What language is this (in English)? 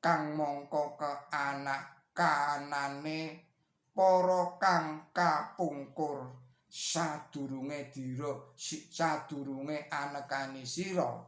Javanese